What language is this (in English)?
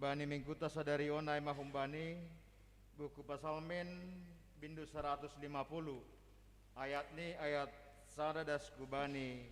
Batak Simalungun